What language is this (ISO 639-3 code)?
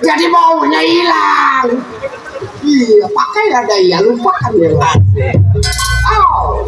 bew